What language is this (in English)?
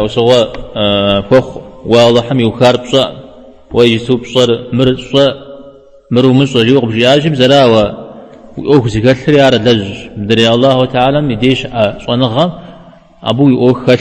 Kabardian